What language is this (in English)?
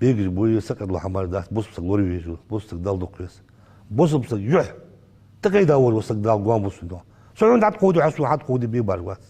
Ingush